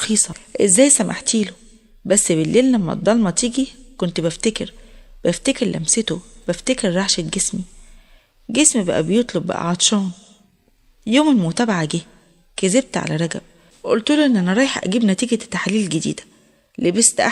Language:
Egyptian Arabic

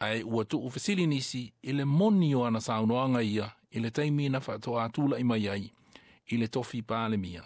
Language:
Samoan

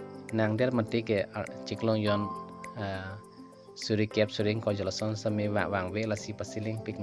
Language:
Karbi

